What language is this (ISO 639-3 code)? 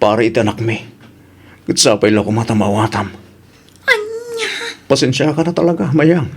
ilo